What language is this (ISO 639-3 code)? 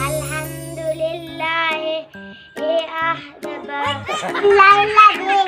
mad